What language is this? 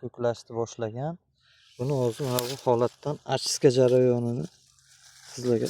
Uzbek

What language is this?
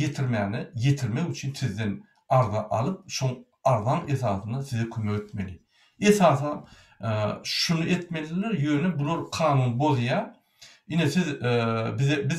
Turkmen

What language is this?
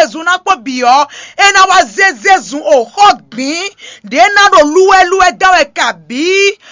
Fon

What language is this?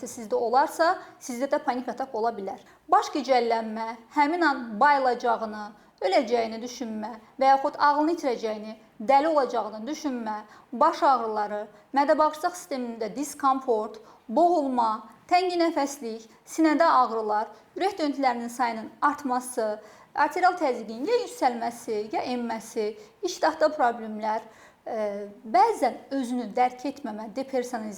Azerbaijani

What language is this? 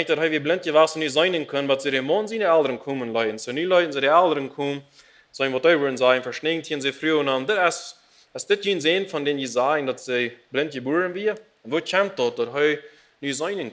Plautdietsch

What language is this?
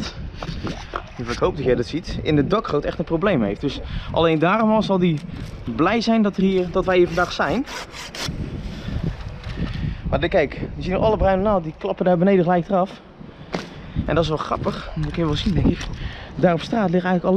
Dutch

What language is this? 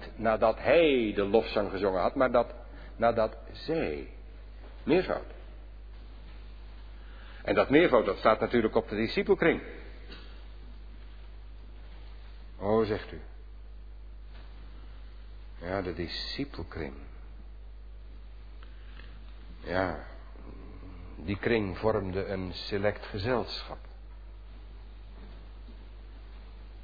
Dutch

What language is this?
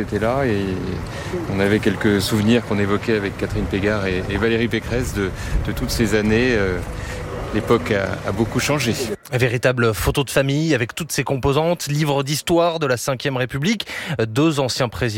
French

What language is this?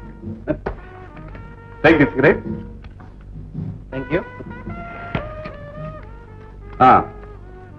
Telugu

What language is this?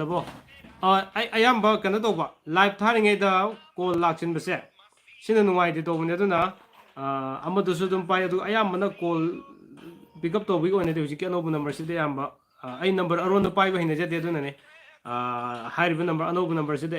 Manipuri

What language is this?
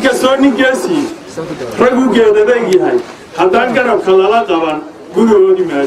Somali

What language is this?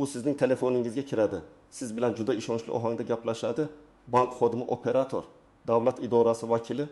Uzbek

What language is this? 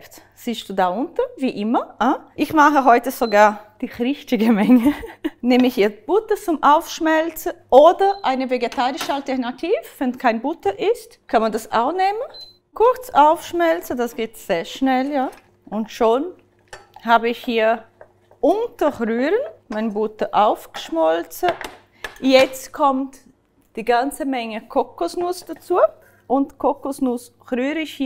Swiss German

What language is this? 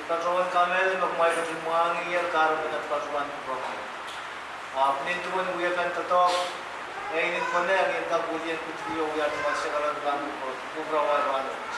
Pohnpeian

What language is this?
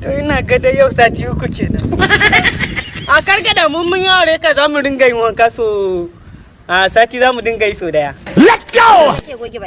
Hausa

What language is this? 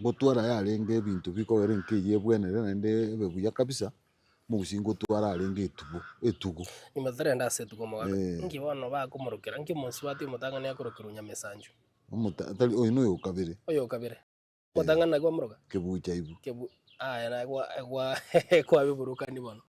Gusii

